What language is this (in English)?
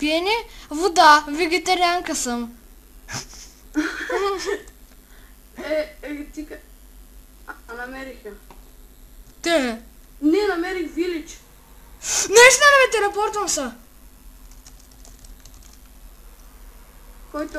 Bulgarian